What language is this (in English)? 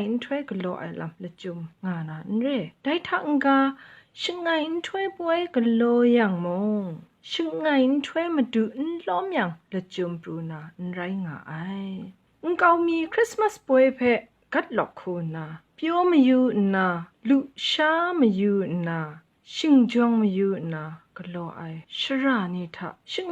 Kachin